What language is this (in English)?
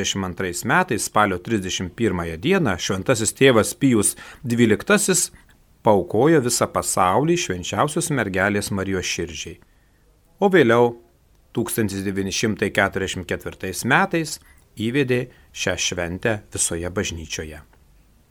Lithuanian